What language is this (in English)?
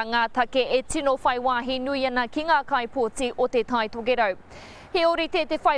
Māori